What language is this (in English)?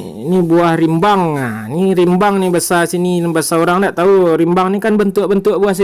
Minangkabau